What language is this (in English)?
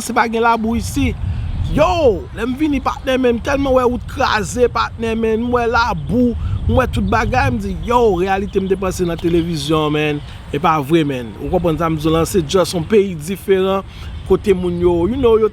Haitian Creole